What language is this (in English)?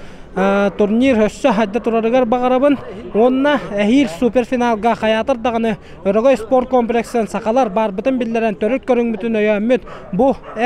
Yakut